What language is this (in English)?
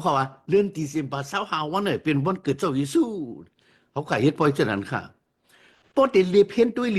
Shan